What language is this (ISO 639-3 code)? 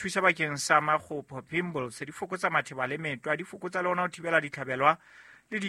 sot